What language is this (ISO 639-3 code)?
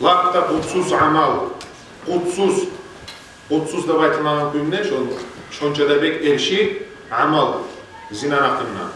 kum